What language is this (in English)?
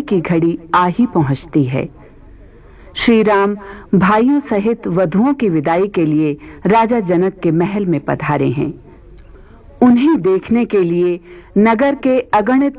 Hindi